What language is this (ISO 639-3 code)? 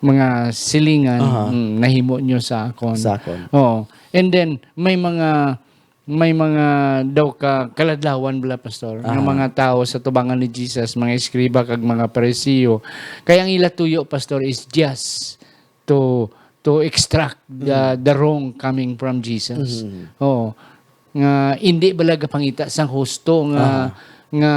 hil